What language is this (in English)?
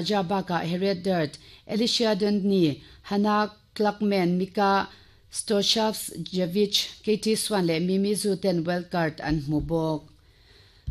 Mizo